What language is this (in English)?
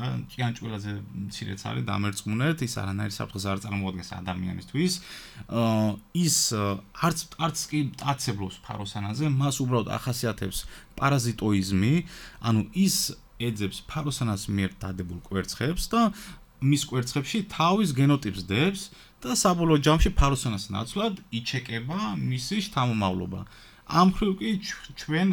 Georgian